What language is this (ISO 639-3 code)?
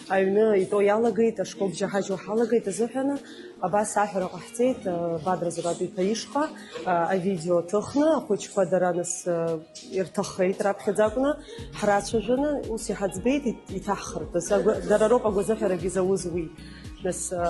abk